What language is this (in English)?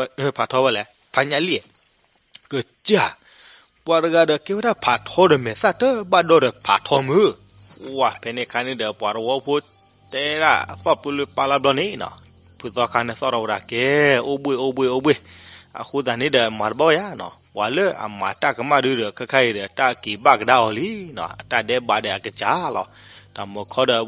S'gaw Karen